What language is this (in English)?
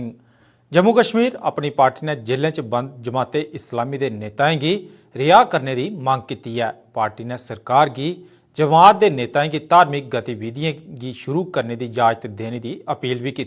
Dogri